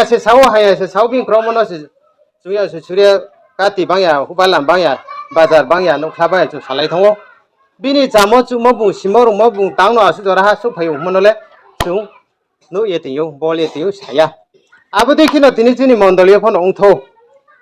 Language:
Riang (India)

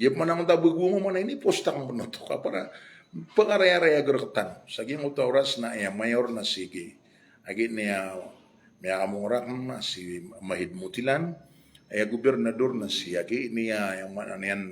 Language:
Maranao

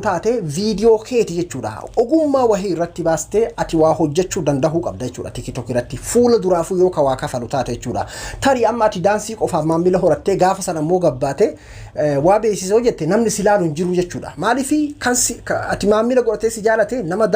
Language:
Oromo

